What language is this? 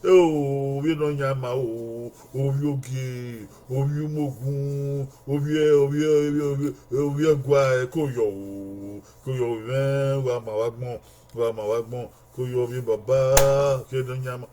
Bini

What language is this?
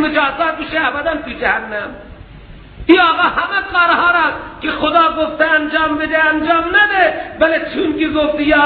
Persian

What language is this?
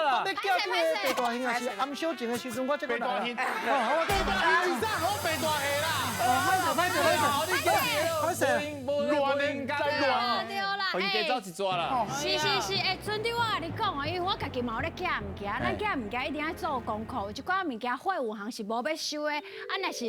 Min Nan Chinese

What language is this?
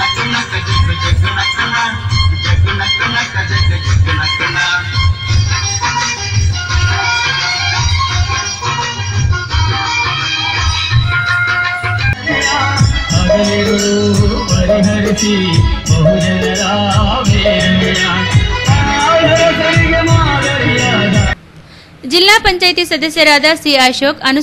Kannada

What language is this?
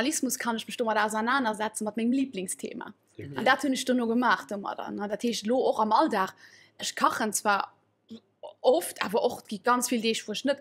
Luxembourgish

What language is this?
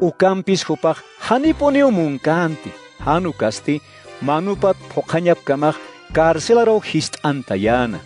Aymara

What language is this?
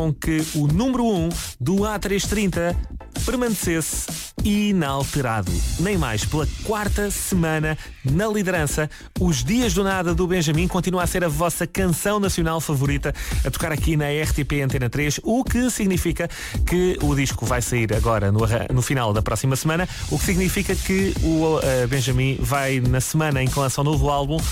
Portuguese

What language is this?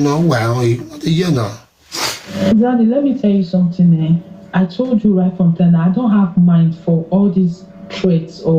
Nigerian Pidgin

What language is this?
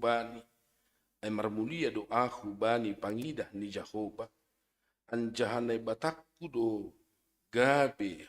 Batak Simalungun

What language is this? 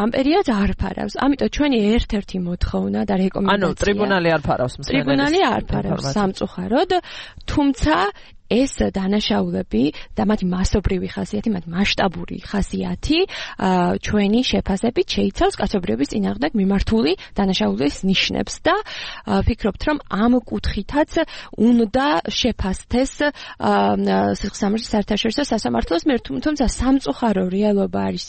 Georgian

